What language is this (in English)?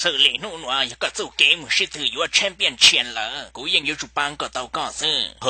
Hmong